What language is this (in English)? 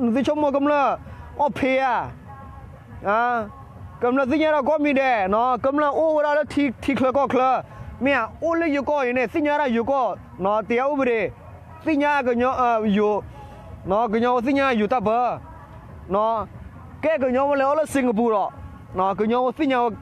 S'gaw Karen